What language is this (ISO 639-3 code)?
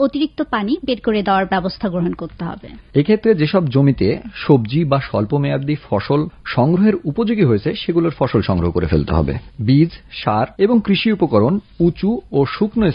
ben